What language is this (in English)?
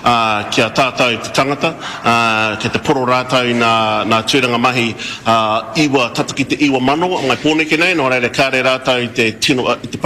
Māori